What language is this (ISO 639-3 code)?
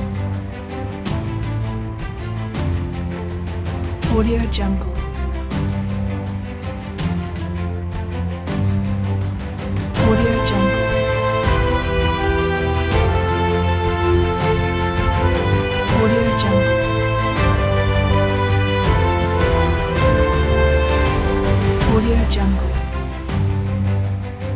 msa